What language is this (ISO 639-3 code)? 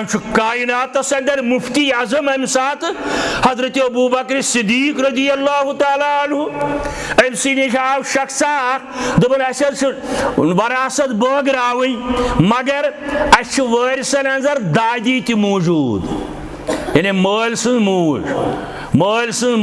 kas